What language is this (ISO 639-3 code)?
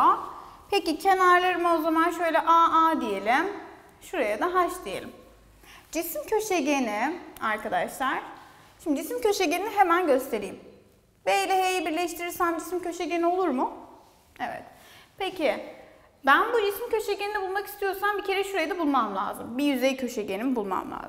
tur